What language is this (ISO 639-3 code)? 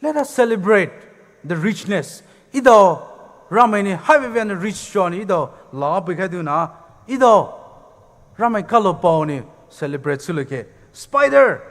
pmx